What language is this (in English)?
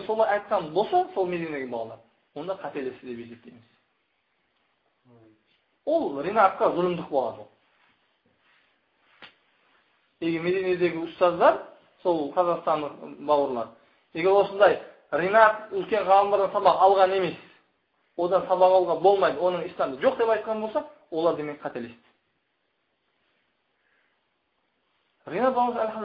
Kazakh